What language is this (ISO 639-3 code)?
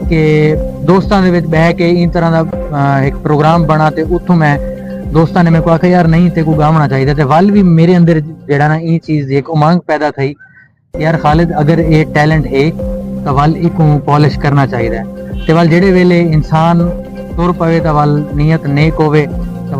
skr